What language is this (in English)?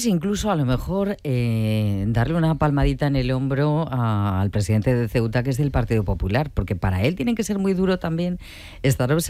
Spanish